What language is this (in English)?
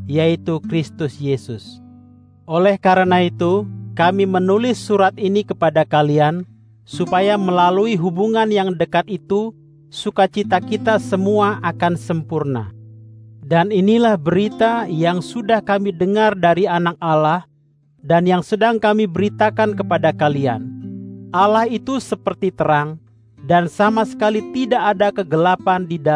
Indonesian